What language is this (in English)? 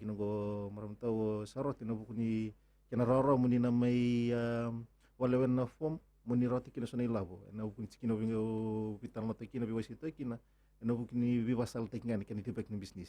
Fijian